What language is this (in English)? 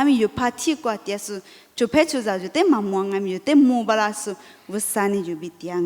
Lisu